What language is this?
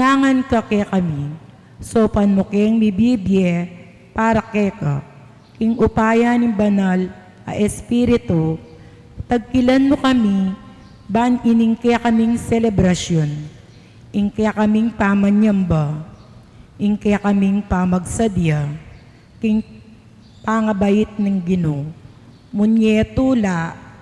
Pampanga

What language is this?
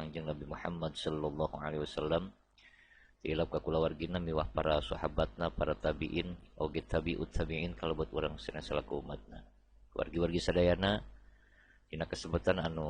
Sundanese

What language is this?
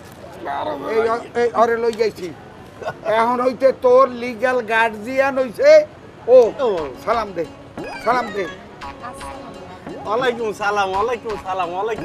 Bangla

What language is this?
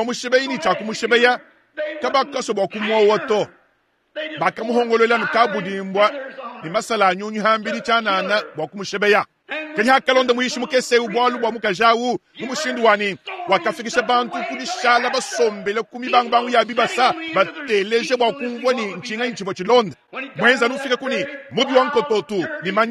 Luba-Lulua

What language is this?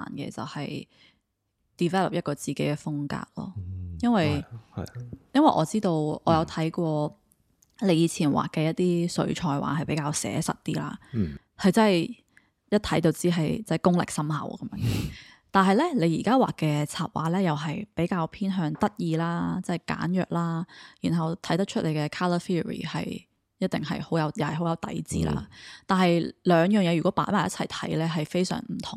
Cantonese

